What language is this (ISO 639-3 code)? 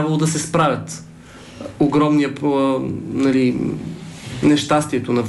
bul